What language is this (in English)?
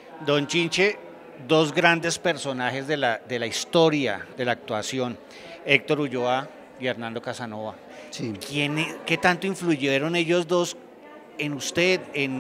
Spanish